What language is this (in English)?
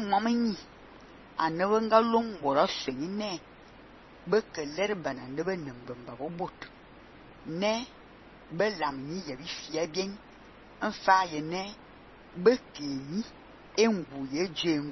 Fang